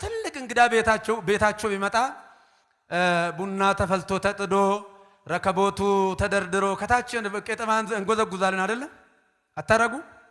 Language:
Amharic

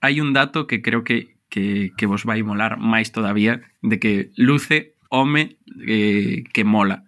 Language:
Galician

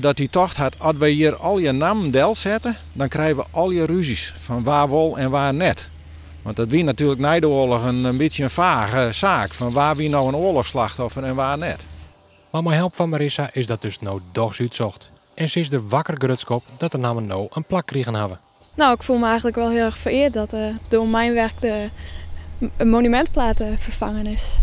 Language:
Western Frisian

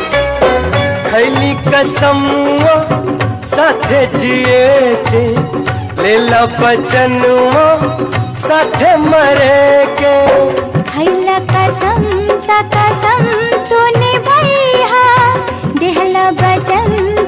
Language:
Bhojpuri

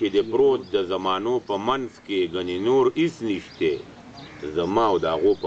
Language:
Pashto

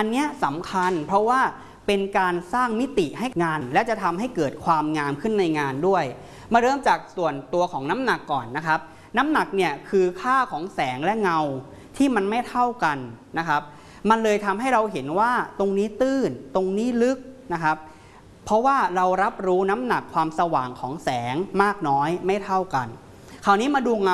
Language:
Thai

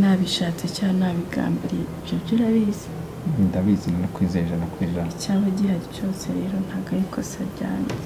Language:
Kinyarwanda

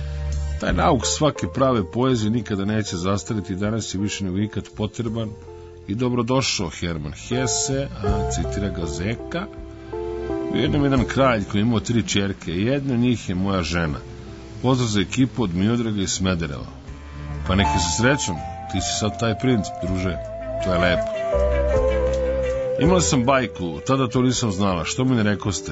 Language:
Serbian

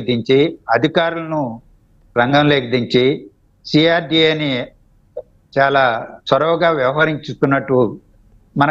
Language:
Telugu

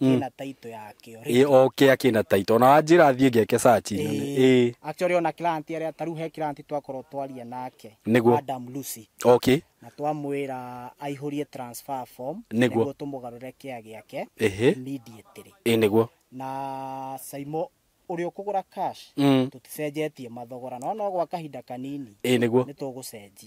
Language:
Kikuyu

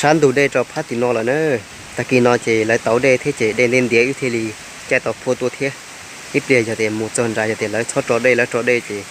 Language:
Hmong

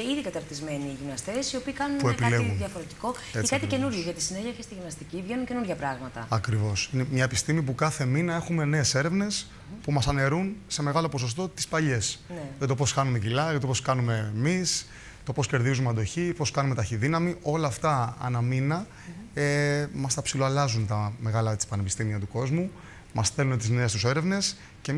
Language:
Greek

